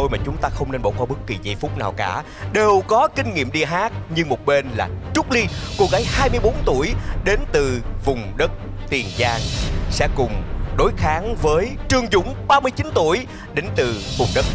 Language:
Vietnamese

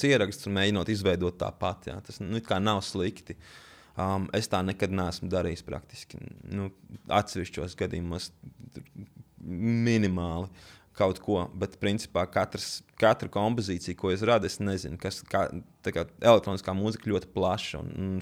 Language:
Latvian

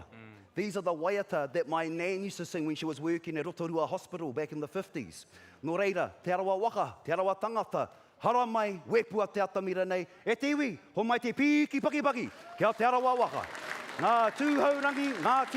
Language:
Māori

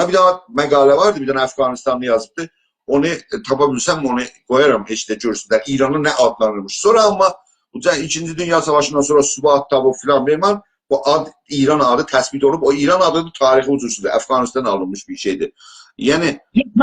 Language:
South Azerbaijani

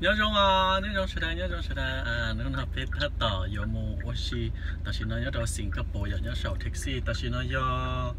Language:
Hmong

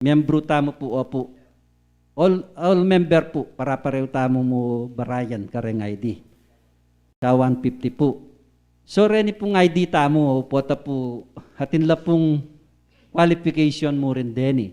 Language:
Pampanga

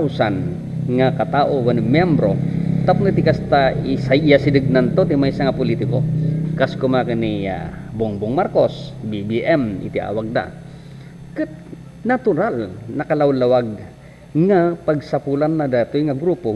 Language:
Iloko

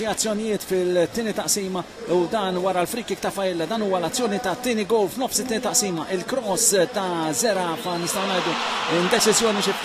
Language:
Maltese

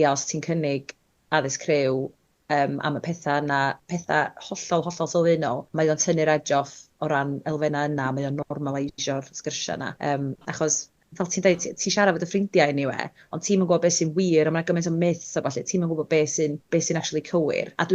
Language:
Welsh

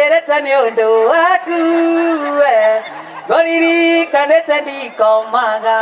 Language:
Kikuyu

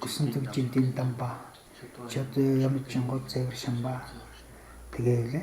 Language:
Mongolian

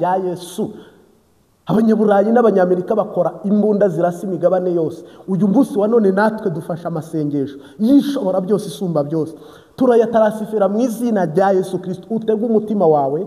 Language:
Kinyarwanda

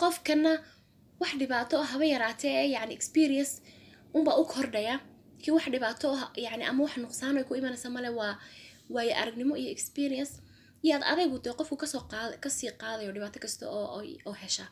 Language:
Somali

